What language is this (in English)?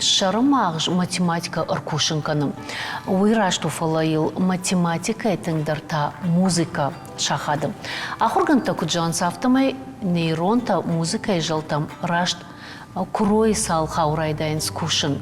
Ossetic